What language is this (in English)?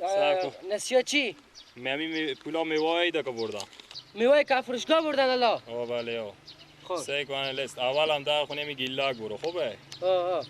Persian